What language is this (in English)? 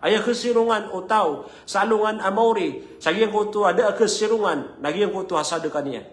Maranao